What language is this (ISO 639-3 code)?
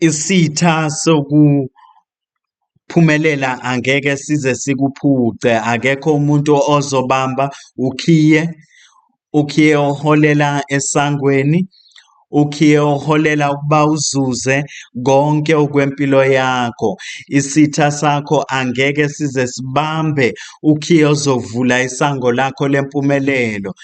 zul